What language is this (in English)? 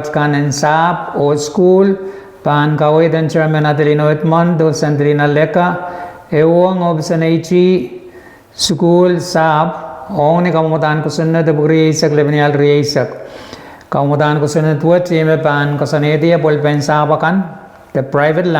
Pohnpeian